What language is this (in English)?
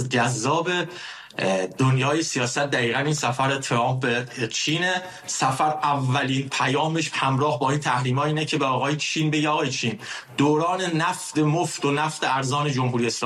Persian